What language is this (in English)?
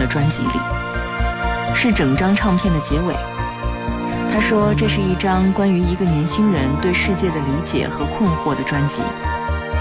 Chinese